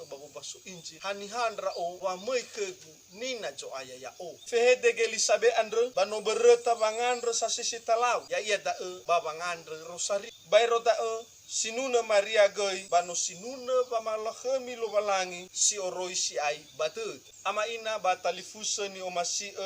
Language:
Nias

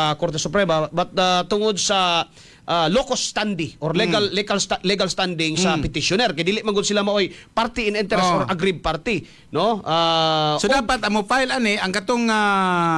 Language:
Cebuano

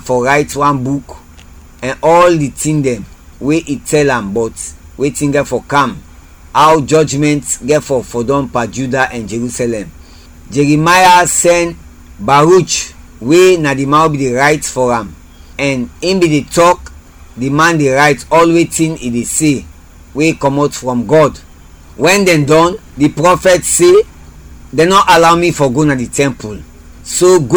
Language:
Krio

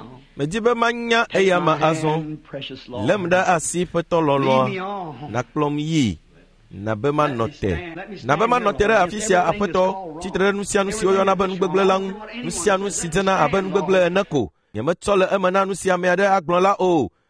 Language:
Ewe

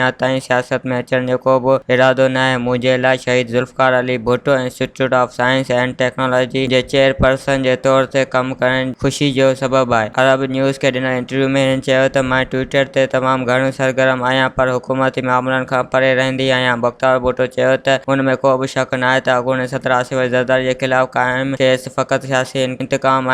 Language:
Sindhi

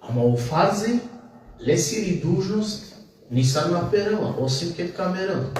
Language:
Balkan Romani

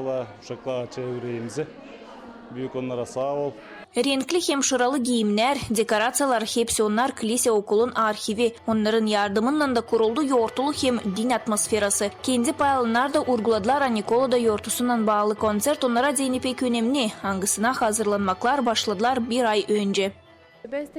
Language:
Gagauz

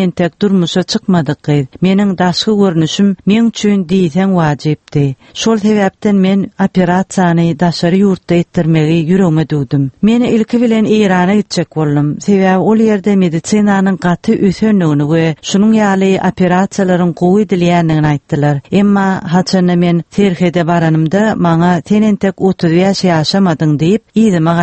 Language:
Turkmen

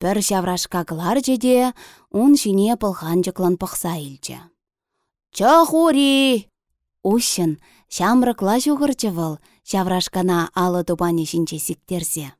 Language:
Chuvash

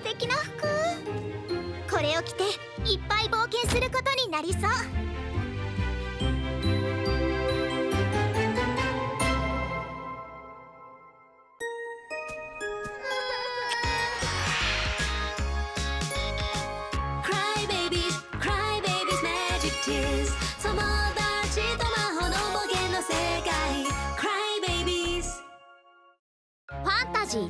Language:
Japanese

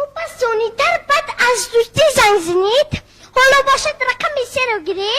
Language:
Tajik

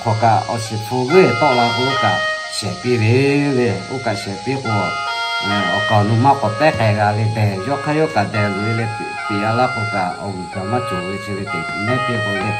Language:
Lahu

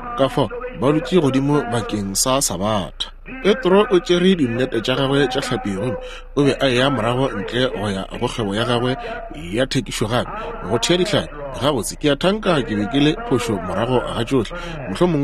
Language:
Northern Sotho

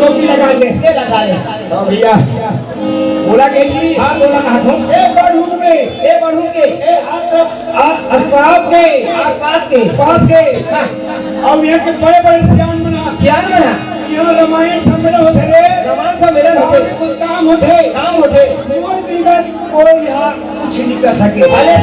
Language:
Chhattisgarhi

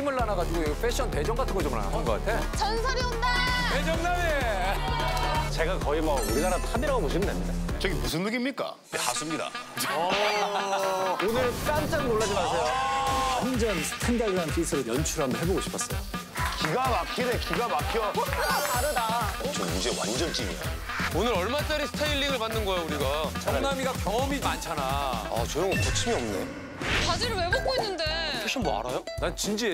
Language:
Korean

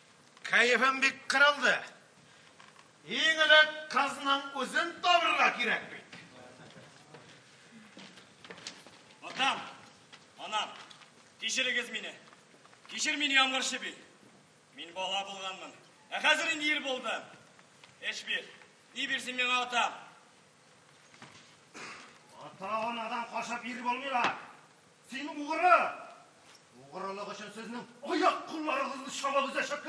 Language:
Tatar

